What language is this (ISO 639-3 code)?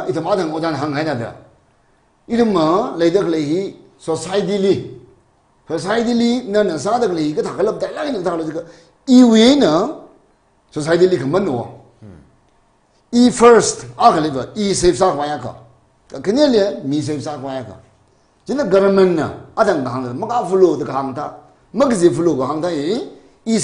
nmf